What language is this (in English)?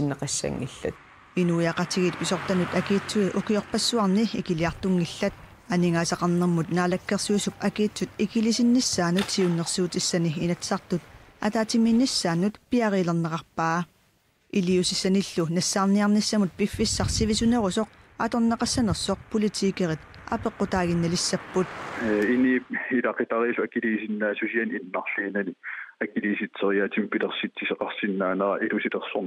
Kalaallisut